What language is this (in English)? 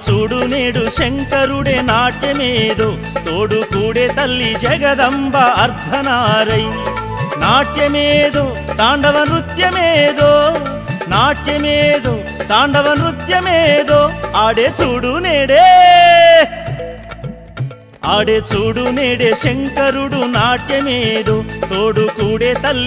Telugu